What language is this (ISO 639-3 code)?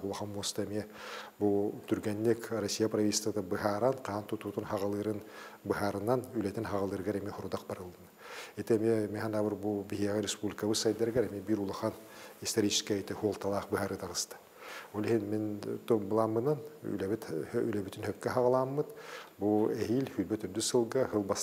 sah